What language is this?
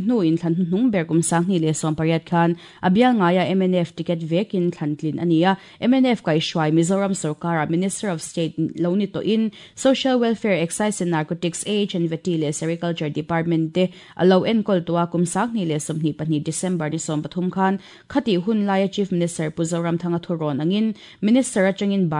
Mizo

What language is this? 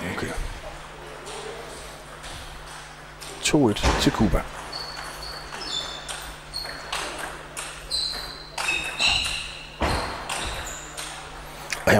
Danish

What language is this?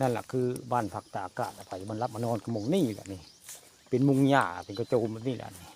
Northeastern Thai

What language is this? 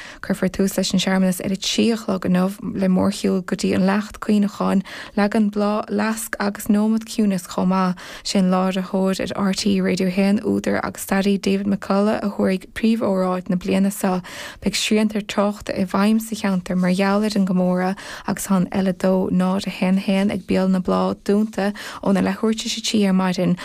Irish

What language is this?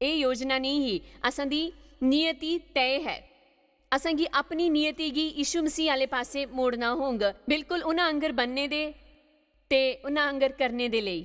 Dogri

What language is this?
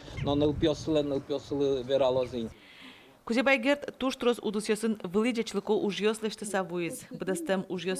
Udmurt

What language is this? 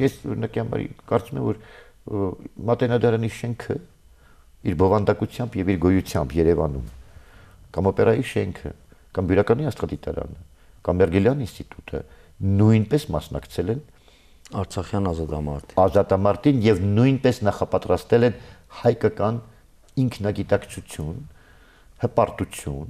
Armenian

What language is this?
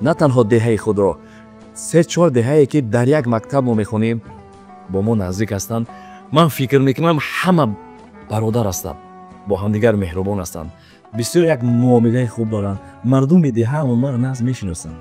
Tajik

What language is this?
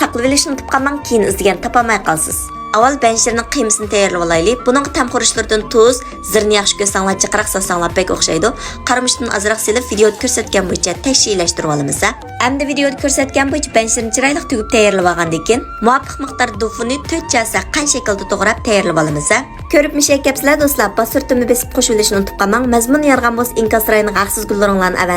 Uyghur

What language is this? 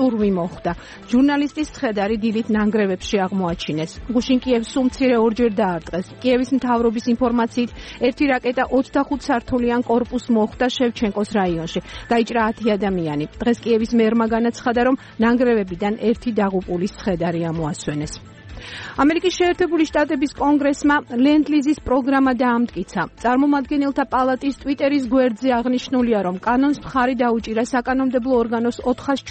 Georgian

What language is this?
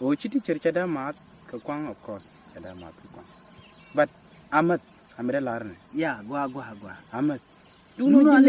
Nuer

